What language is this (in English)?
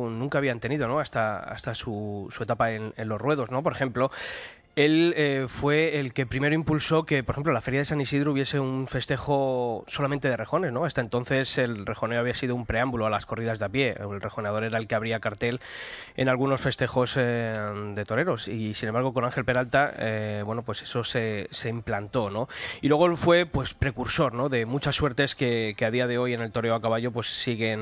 Spanish